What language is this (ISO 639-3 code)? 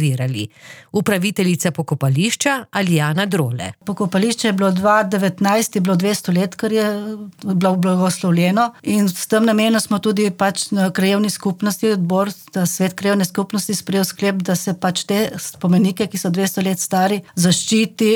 slv